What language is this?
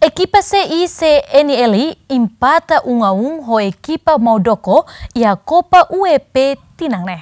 Tetum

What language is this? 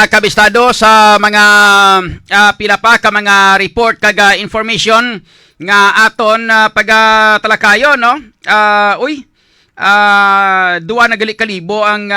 Hiligaynon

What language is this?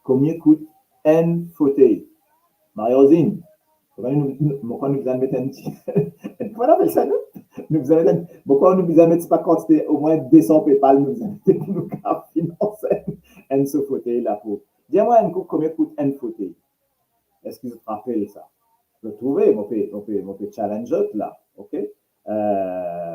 Morisyen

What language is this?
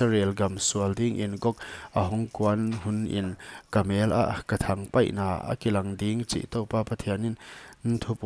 Paite Chin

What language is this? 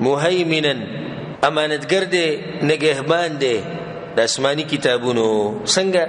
Pashto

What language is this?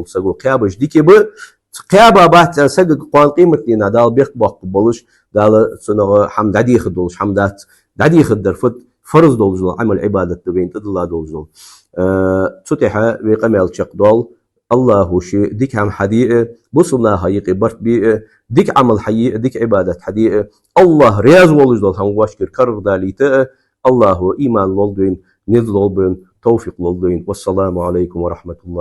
Ingush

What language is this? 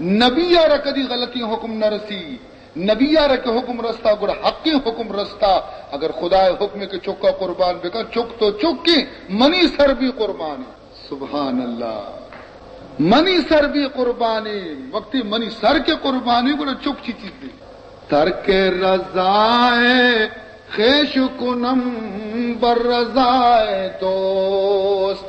Baluchi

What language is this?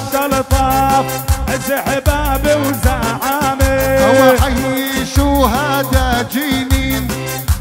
South Levantine Arabic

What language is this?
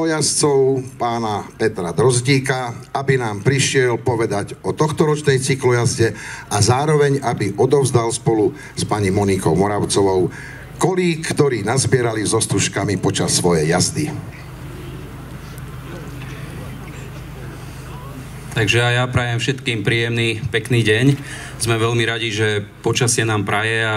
Slovak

